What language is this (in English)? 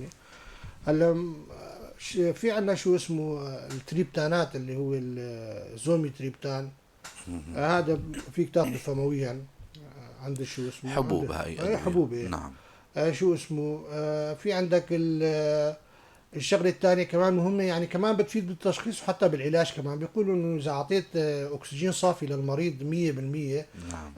North Levantine Arabic